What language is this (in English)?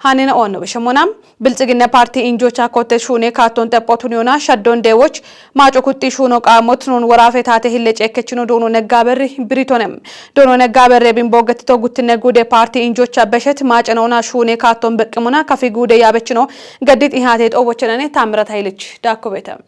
Kafa